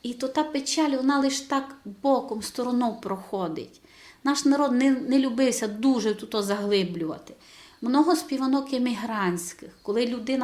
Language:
Rusyn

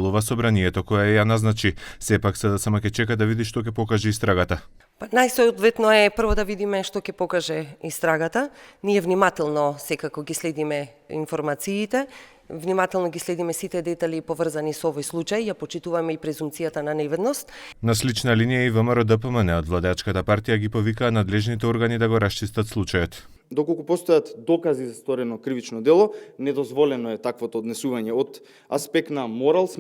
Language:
Macedonian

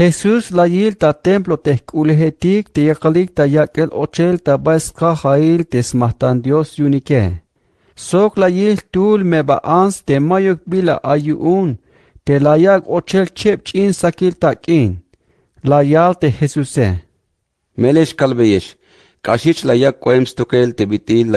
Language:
Tzeltal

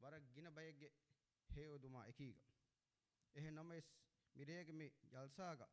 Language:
Divehi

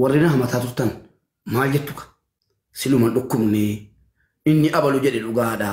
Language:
Oromo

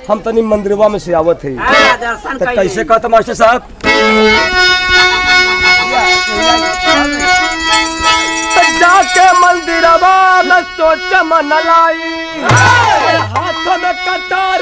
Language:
Bhojpuri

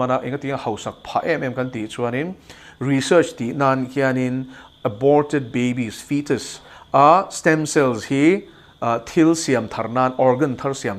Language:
Mizo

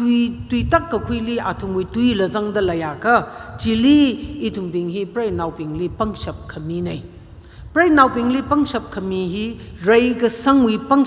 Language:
Tangkhul Naga (India)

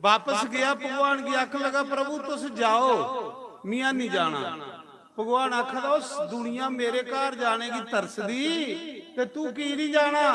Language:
Dogri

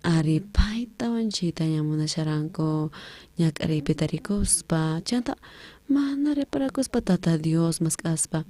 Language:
South Bolivian Quechua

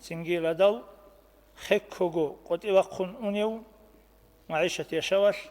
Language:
Avaric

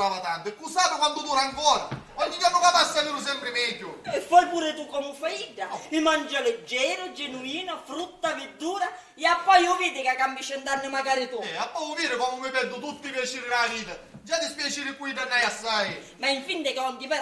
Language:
Sicilian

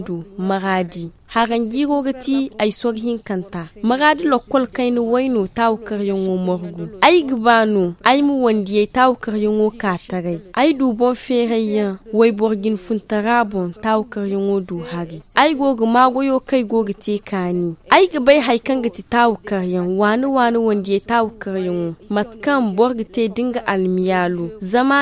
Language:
Zarma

